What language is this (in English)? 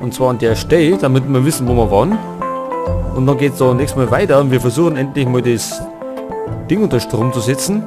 Bavarian